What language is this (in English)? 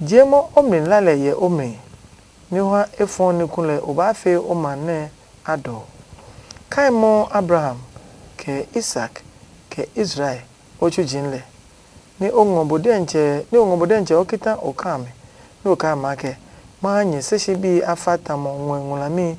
Adangme